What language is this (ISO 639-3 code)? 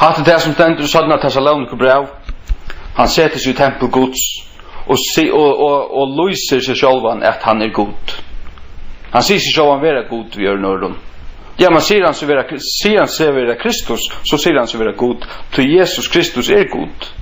fao